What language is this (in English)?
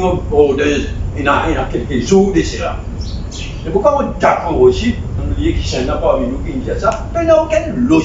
Morisyen